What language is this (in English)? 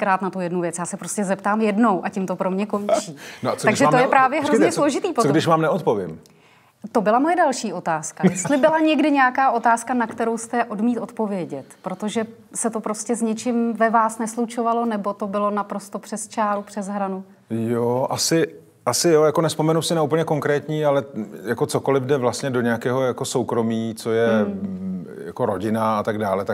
Czech